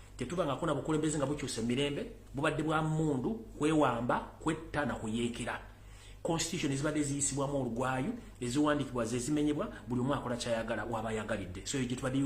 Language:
Ganda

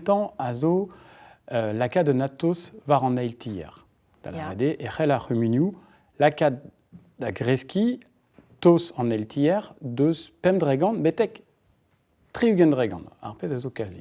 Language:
Breton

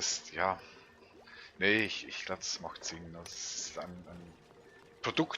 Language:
Swiss German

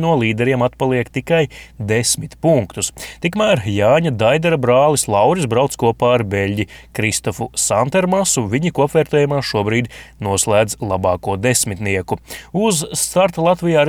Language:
Latvian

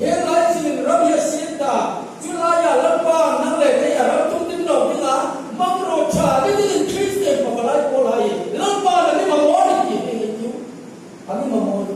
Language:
Hmar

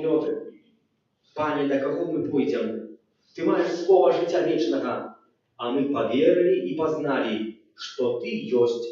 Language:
Belarusian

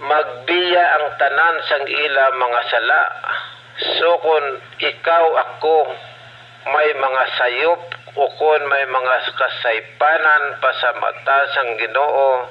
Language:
Hiligaynon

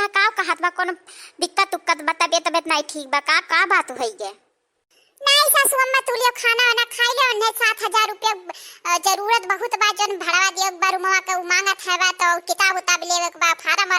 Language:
Awadhi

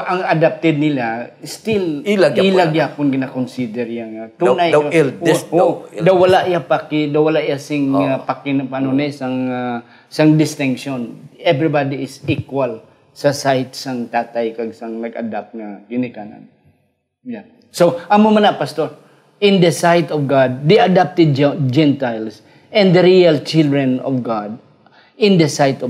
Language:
Hiligaynon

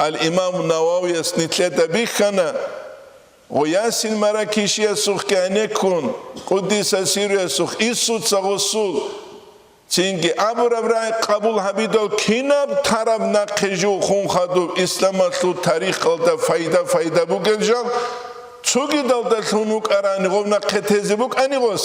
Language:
Avaric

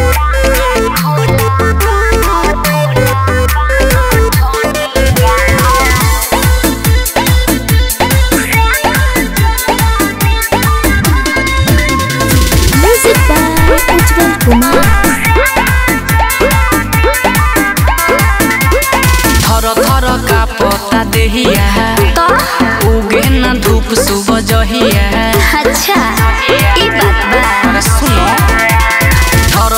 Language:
Bhojpuri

